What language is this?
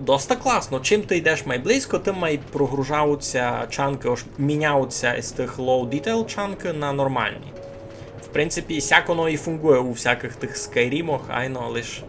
Rusyn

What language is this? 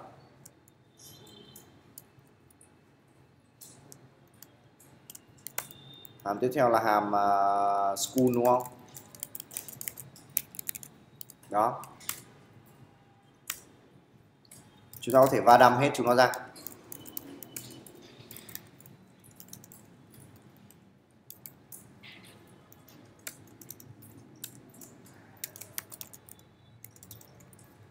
Vietnamese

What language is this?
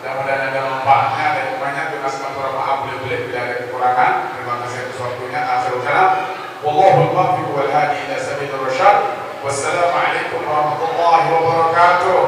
Sasak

